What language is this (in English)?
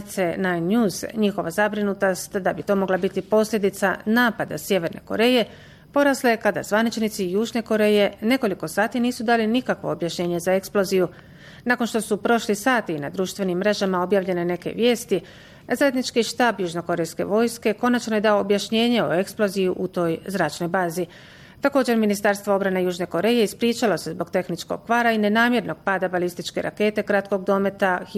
Bosnian